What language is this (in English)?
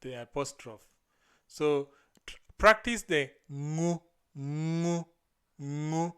Luo (Kenya and Tanzania)